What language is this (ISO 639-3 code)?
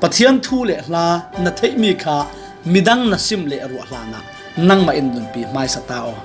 cfm